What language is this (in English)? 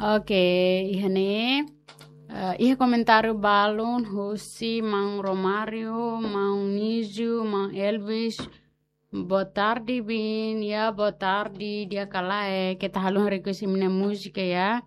Tetum